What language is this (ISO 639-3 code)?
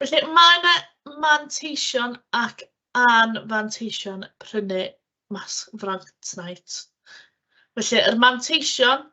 cym